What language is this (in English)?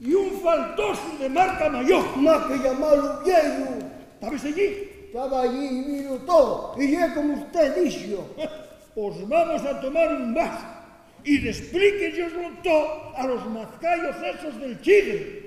Asturian